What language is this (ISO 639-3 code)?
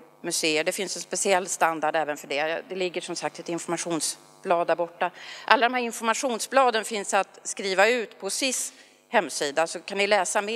swe